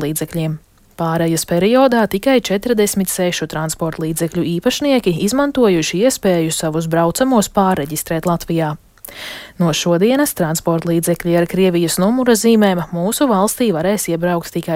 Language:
Latvian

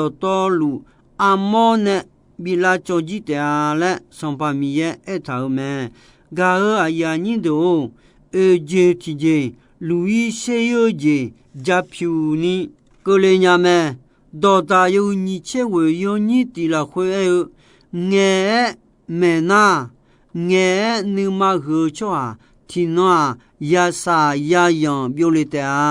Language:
Akha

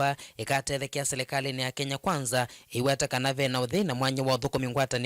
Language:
Kamba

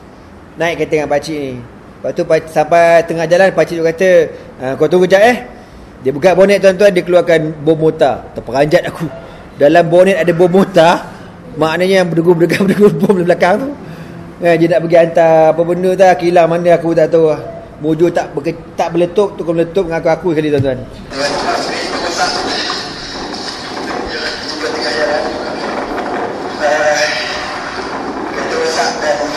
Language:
Malay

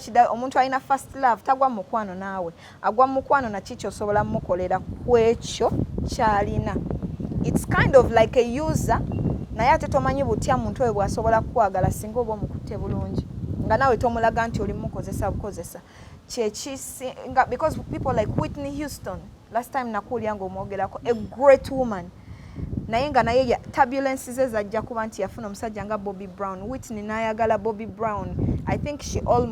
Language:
Ganda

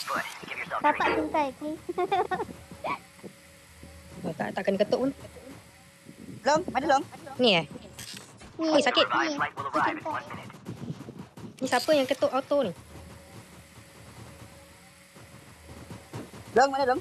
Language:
Malay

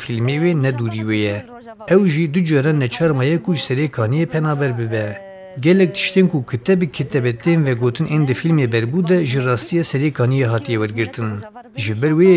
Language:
Kurdish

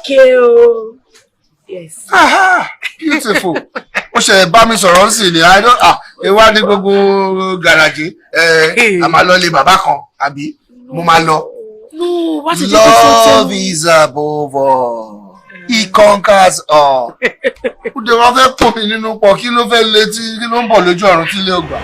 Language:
Yoruba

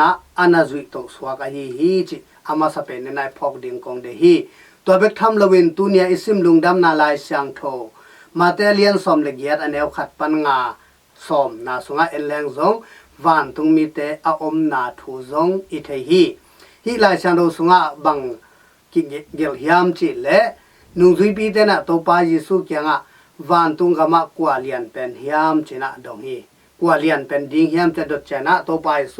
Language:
Tedim Chin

